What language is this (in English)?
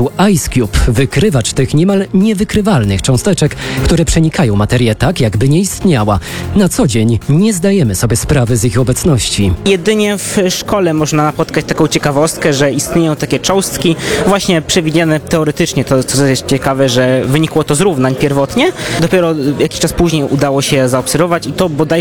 Polish